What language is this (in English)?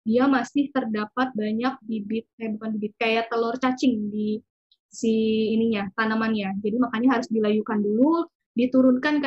Indonesian